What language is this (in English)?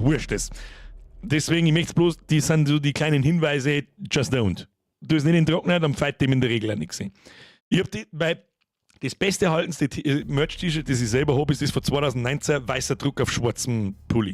Bavarian